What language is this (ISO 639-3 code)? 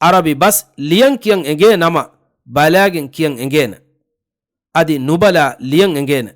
div